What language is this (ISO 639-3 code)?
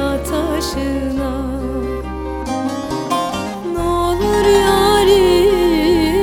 tur